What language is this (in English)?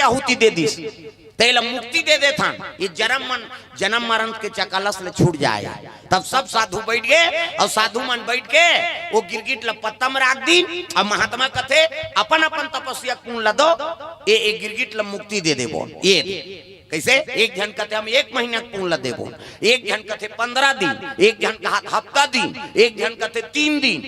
Chhattisgarhi